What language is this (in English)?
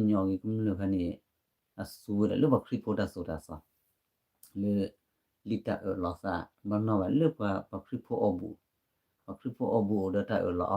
S'gaw Karen